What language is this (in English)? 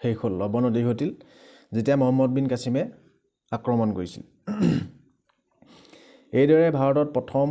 Assamese